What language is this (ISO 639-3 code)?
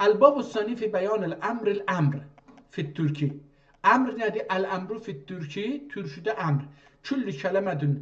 azb